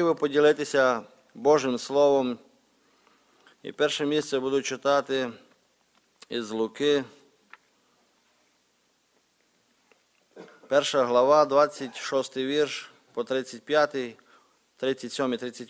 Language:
Ukrainian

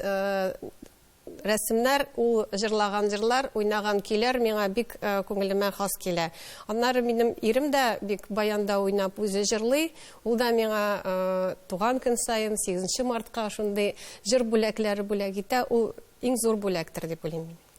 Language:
Tatar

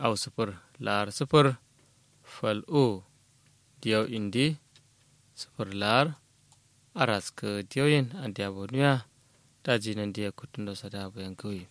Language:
Kanuri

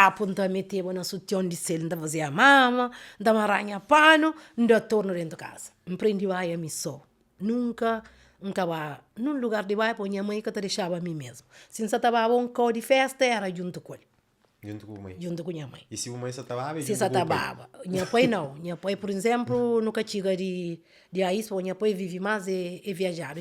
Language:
Kabuverdianu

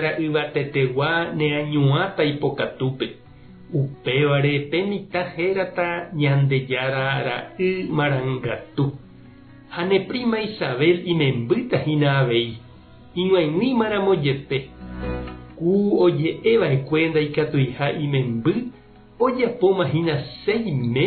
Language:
Guarani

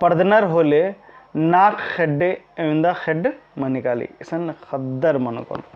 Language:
Kurukh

